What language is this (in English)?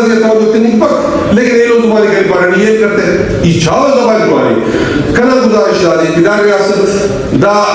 Brahui